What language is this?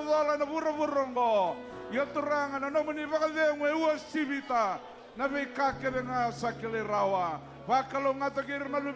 Fijian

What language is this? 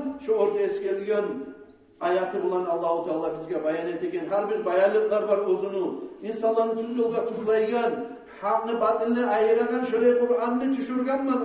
Kumyk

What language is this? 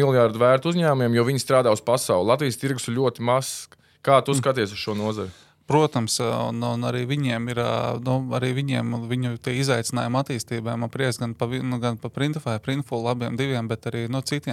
Latvian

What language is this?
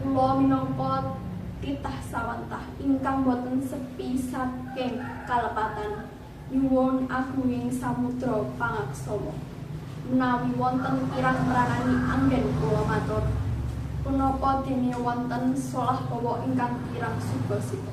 Javanese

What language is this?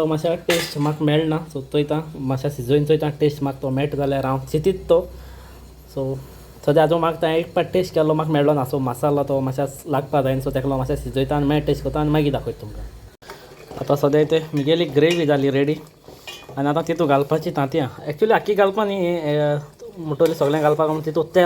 Konkani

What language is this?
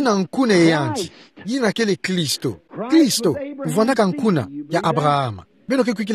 Kituba (Democratic Republic of Congo)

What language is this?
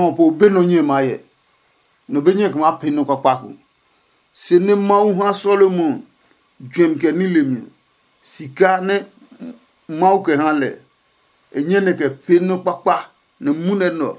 Adangme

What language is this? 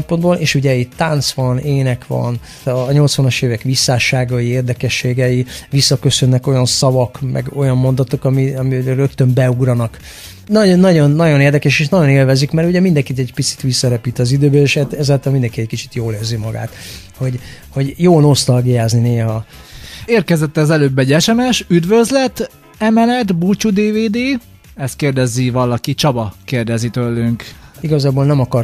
Hungarian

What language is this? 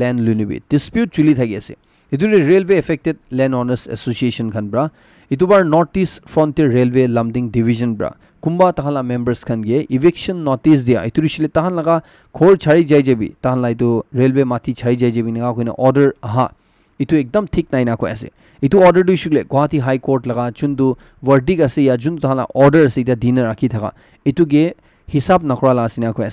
Naga Pidgin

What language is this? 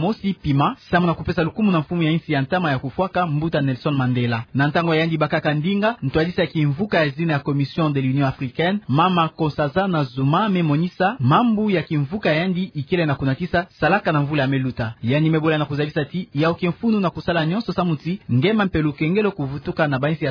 Kituba (Democratic Republic of Congo)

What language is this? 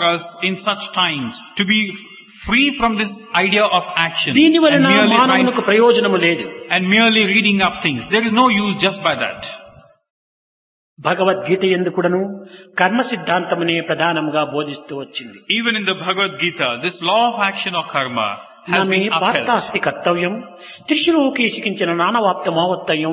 Telugu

